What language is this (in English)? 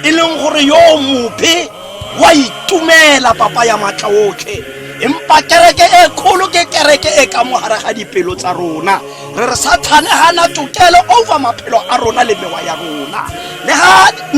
Tswana